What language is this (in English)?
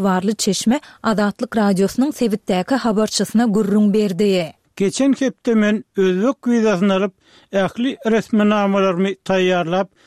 Turkmen